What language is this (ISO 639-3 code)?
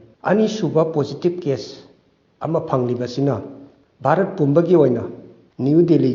mni